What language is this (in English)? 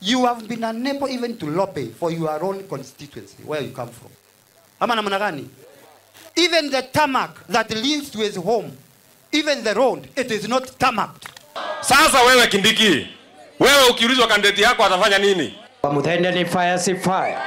Meru